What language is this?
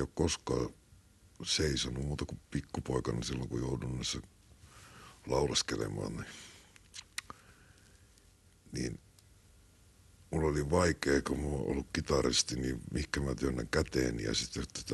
Finnish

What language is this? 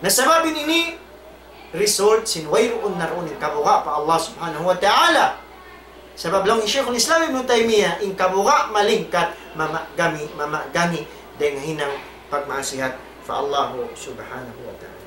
Tausug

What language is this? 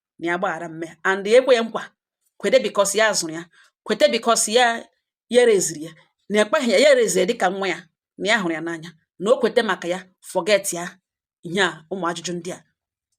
Igbo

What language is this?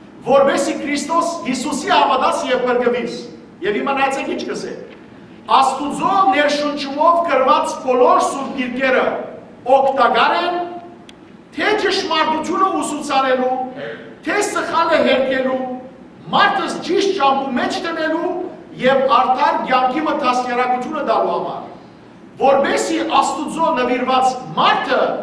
Western Armenian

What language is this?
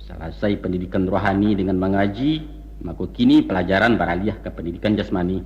Minangkabau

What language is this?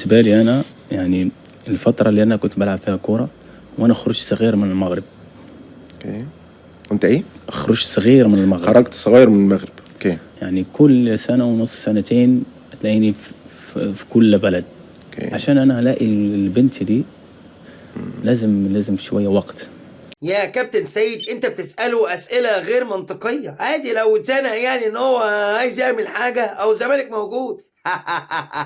Egyptian Arabic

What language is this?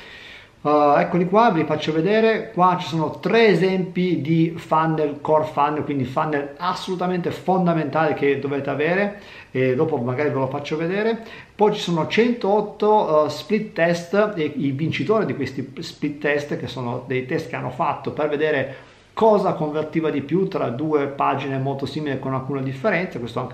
Italian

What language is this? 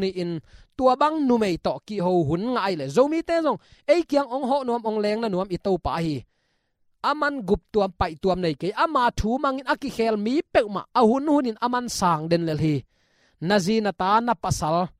Tedim Chin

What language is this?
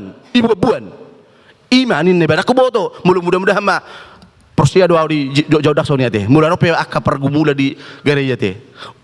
Batak Toba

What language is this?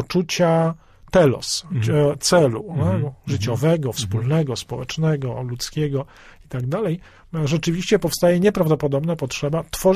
Polish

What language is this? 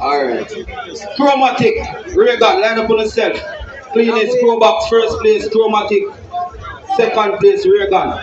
Jamaican Creole English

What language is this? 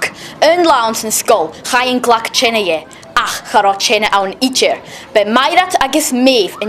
Scottish Gaelic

